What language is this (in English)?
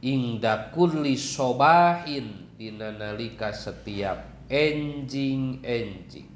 Sundanese